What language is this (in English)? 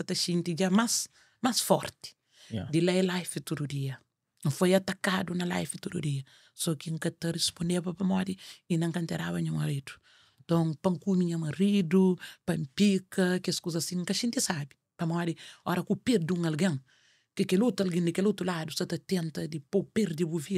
Kabuverdianu